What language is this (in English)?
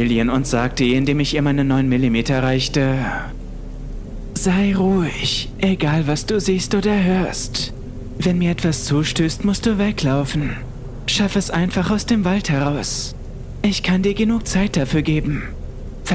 German